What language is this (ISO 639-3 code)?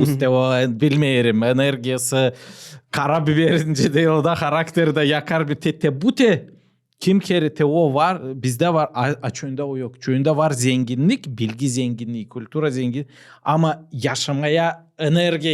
gag